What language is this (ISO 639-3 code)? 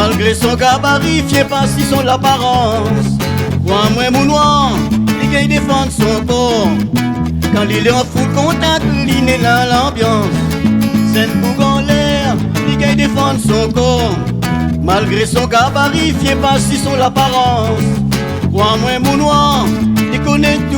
rcf